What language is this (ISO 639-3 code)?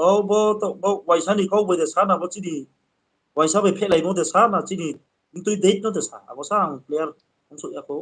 ria